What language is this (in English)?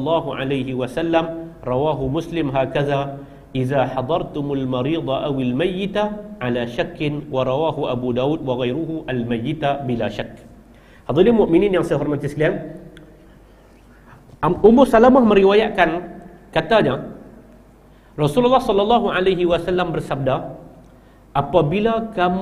Malay